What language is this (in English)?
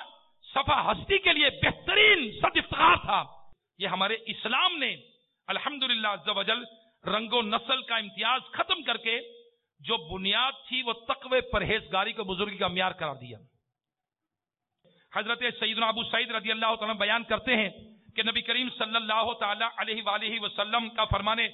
Urdu